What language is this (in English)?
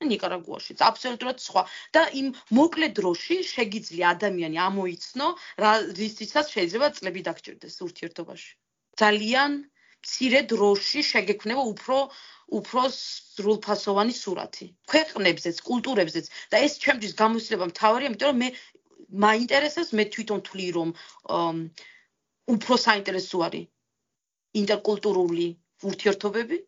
Georgian